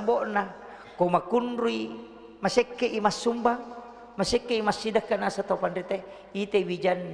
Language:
Buginese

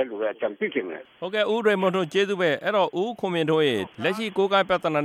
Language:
Burmese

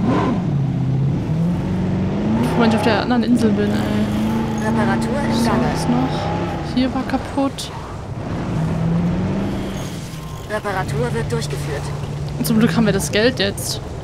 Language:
German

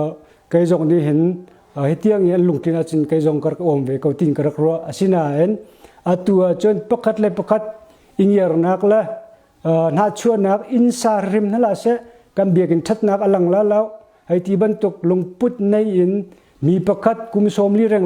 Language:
Hakha Chin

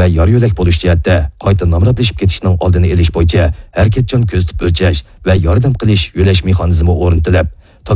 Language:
Uyghur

